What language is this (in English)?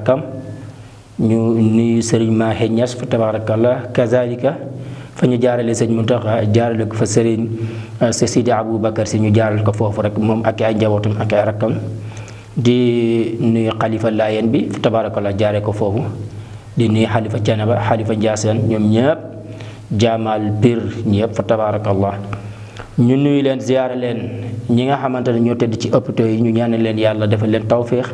Wolof